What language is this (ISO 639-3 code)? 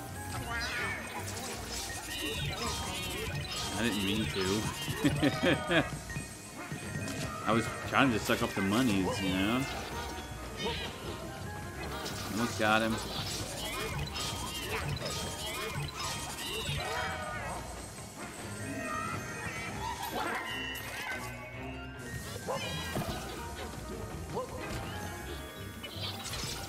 eng